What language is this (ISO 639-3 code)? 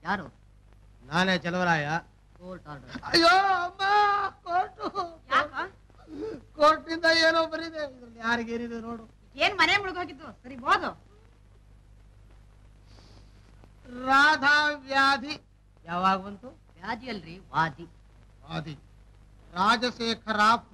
kan